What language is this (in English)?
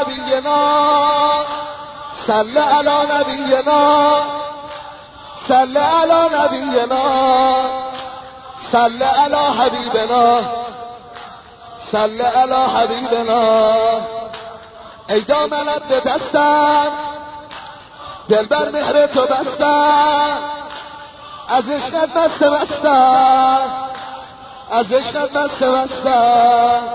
Persian